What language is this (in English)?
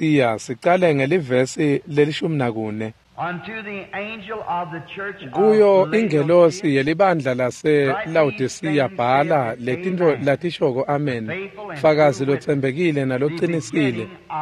Swati